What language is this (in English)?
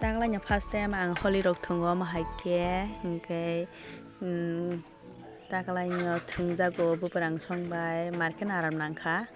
Kok Borok